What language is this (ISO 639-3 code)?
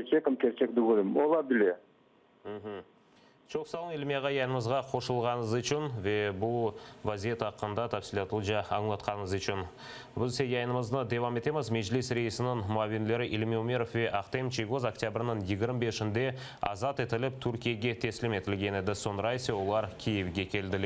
crh